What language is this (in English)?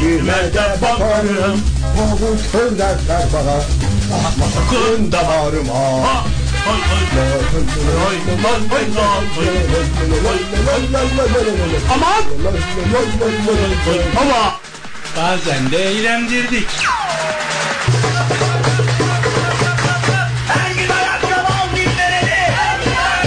Turkish